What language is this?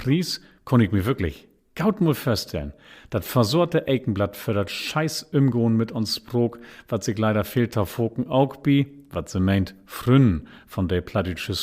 Low German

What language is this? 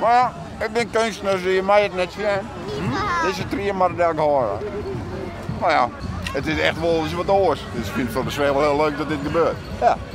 Western Frisian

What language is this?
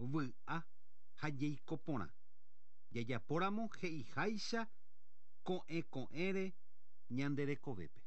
Guarani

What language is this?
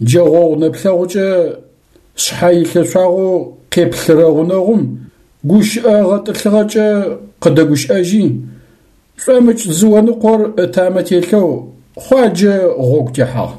Adyghe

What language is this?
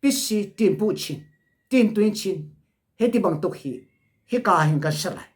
Hakha Chin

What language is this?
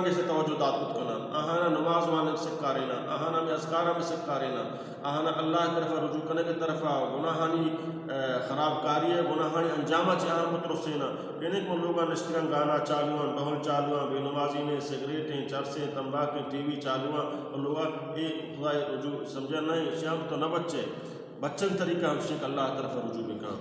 Baluchi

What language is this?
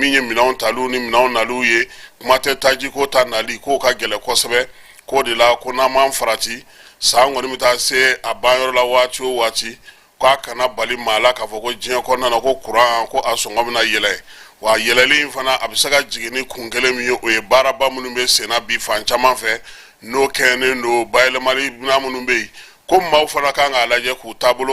Bambara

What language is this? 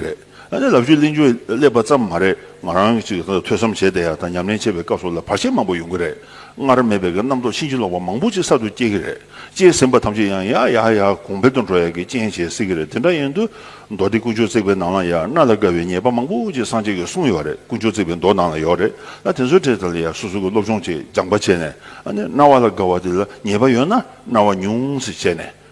Tibetan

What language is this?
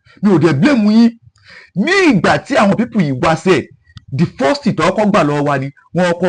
Yoruba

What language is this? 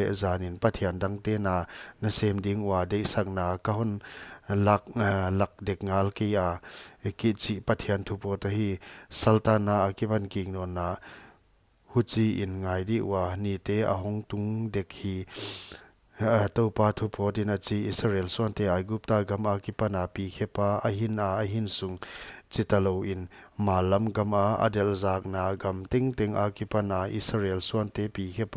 Paite Chin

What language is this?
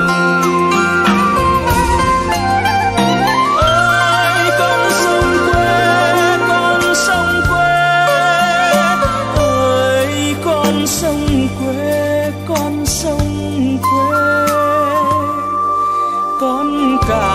Vietnamese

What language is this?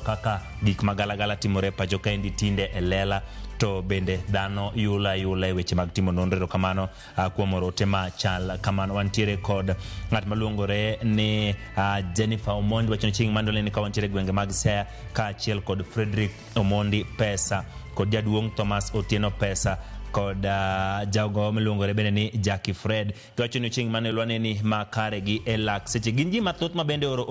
Luo (Kenya and Tanzania)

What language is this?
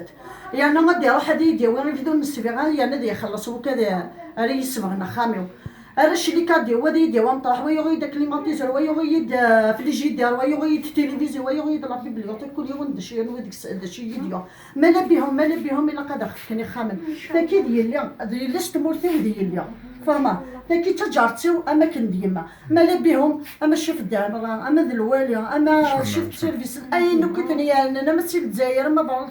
Kabyle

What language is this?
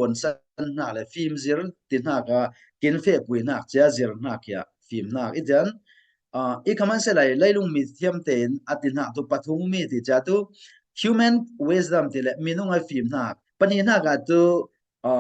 Falam Chin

